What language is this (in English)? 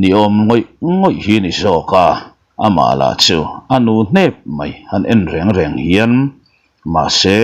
Mizo